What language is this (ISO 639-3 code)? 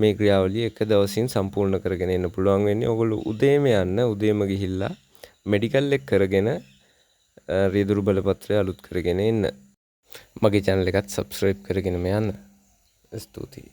sin